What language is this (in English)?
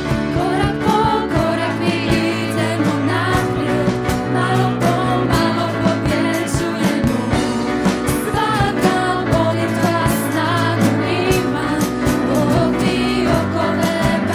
Croatian